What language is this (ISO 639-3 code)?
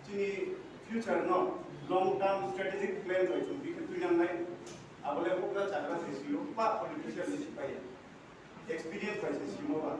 ria